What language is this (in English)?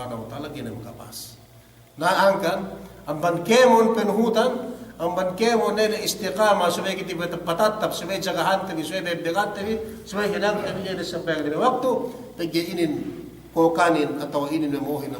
Yakan